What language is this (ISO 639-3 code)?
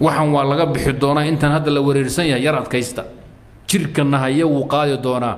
som